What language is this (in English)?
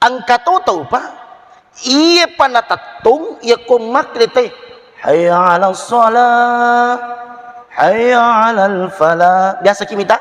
Buginese